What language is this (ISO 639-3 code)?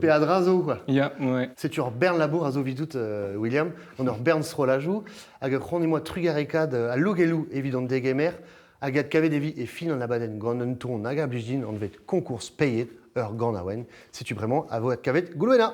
bre